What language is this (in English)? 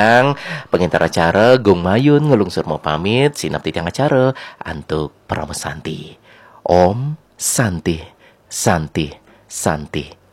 Balinese